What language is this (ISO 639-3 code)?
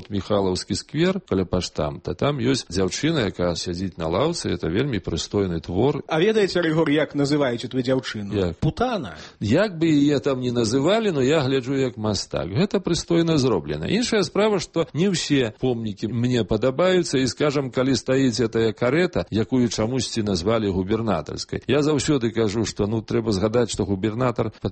bel